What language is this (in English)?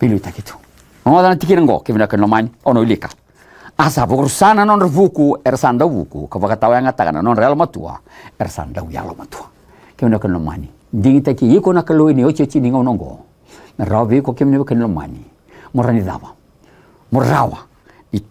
Fijian